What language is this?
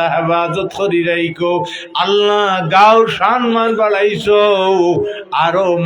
Sylheti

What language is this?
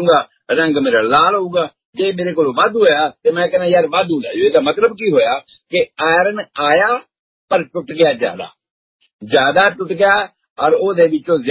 Punjabi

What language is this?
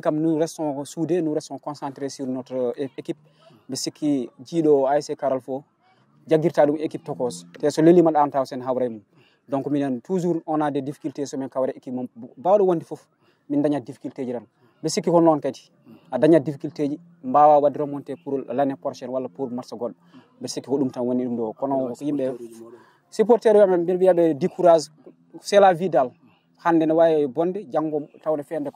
Fula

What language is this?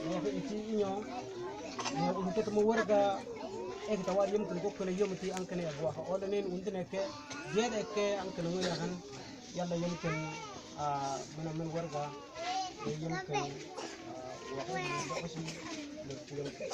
Mabaan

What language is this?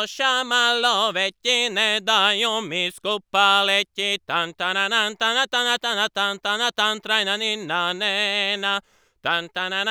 Croatian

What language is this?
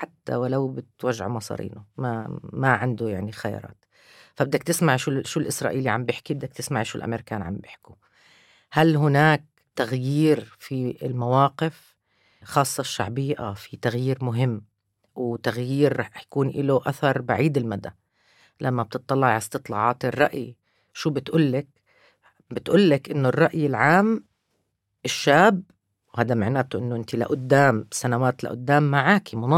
North Levantine Arabic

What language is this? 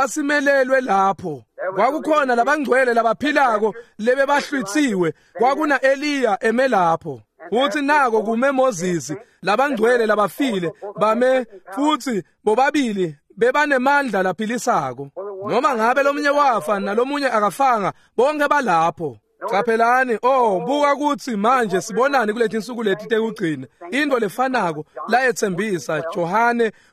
Swati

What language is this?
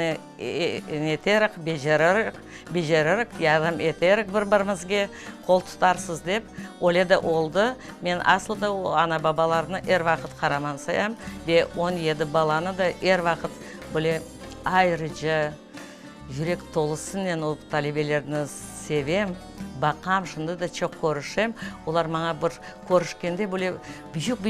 Crimean Tatar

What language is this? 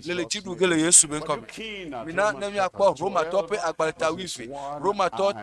Ewe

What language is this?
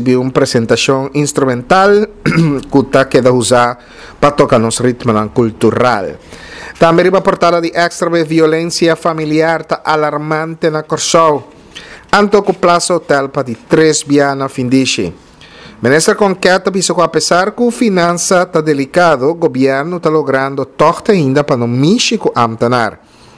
Papiamento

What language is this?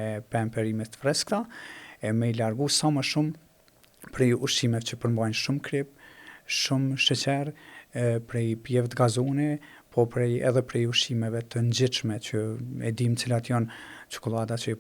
Albanian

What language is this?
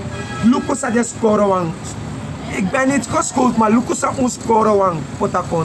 Sranan Tongo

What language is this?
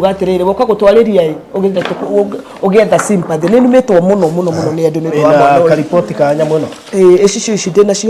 Kikuyu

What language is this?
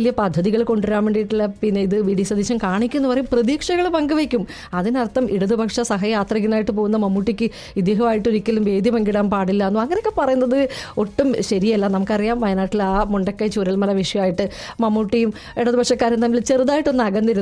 Malayalam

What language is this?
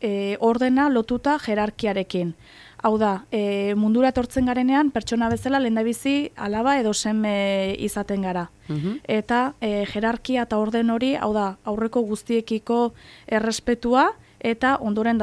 Basque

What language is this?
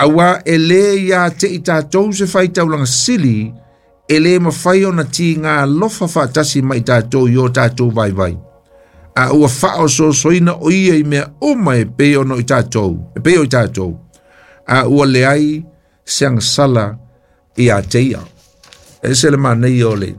Samoan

